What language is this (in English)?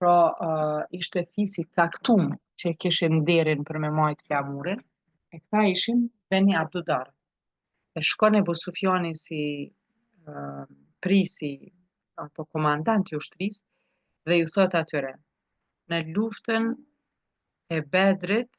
Albanian